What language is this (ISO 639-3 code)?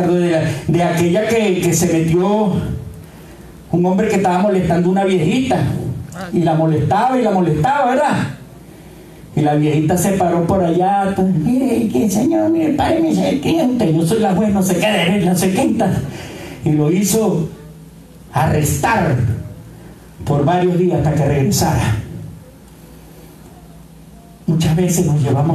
spa